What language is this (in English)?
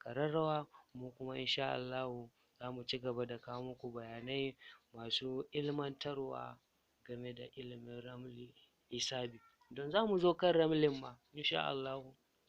Hausa